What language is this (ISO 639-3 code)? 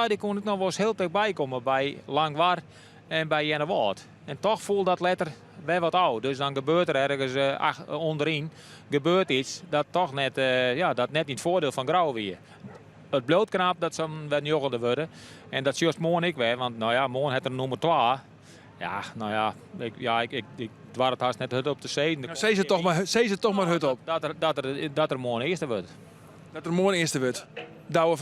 fry